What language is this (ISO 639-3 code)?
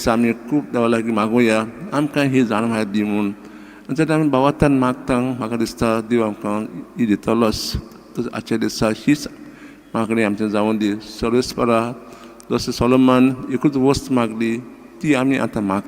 kok